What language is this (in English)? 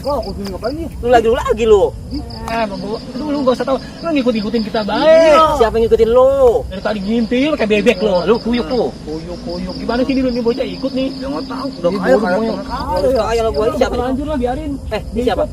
Betawi